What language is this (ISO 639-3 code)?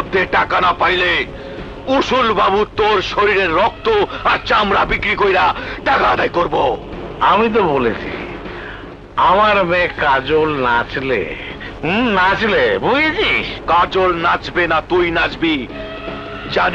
ben